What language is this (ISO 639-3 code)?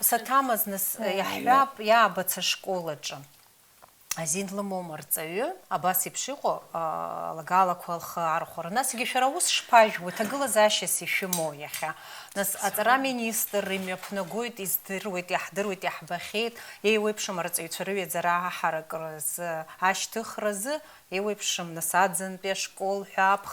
abk